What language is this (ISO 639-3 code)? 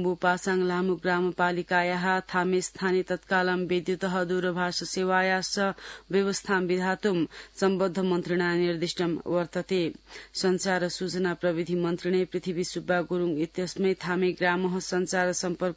san